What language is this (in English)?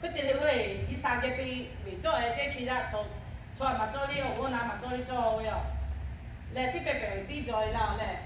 Lahu